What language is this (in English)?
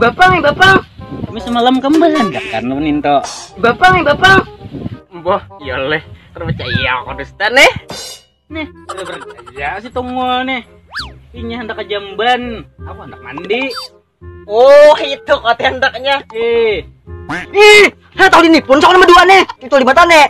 Banjar